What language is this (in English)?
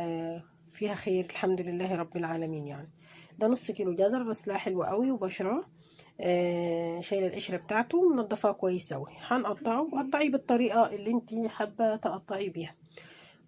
Egyptian Arabic